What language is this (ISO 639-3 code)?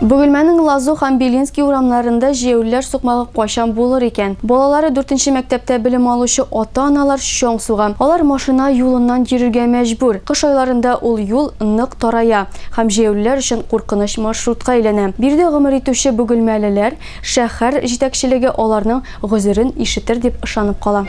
tat